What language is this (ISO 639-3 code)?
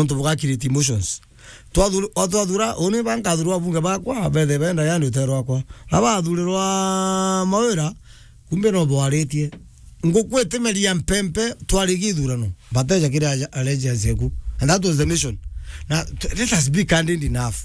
mer